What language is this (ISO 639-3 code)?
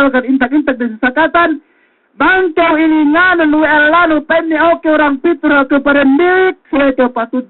yka